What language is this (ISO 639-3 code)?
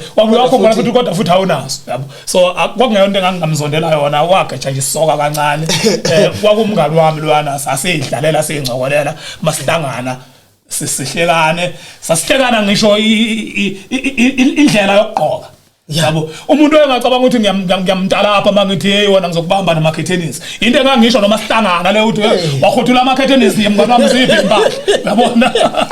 zul